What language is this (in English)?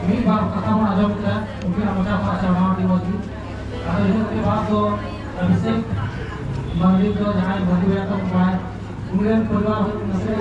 Santali